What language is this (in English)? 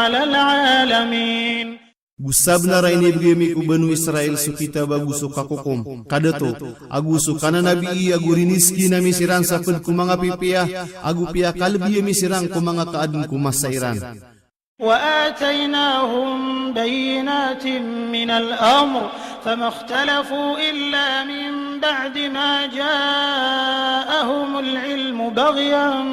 Maranao